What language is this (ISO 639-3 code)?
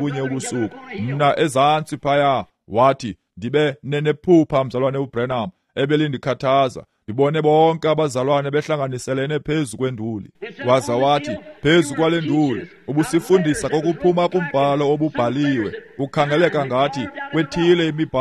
xho